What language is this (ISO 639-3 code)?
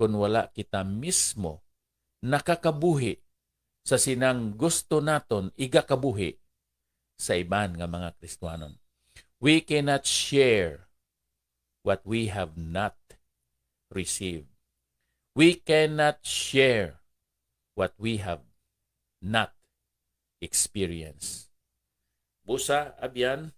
hil